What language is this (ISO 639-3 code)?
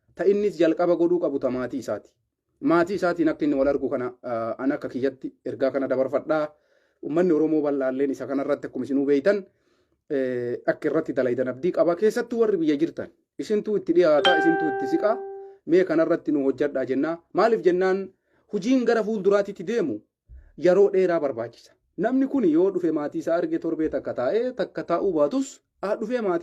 orm